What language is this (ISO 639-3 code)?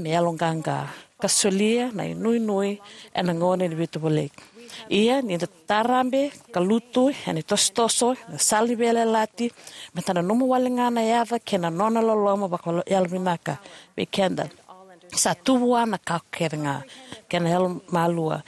fij